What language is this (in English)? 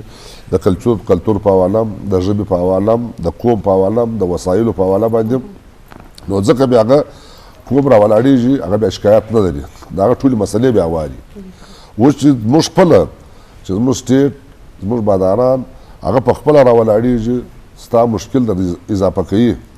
Eastern Balochi